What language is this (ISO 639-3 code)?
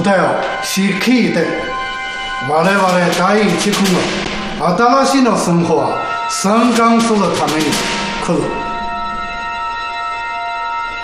jpn